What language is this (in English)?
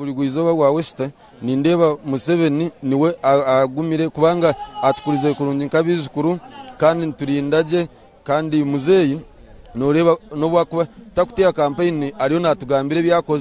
Nyankole